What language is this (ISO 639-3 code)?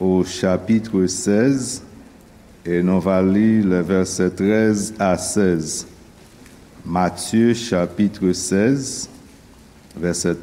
hat